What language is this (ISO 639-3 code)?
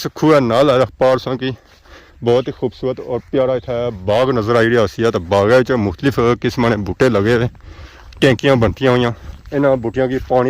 phr